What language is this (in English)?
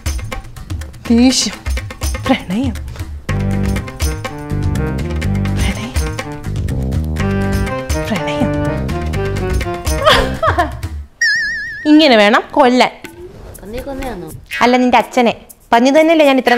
Malayalam